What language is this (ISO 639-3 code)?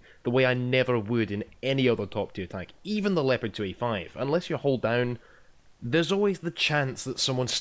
eng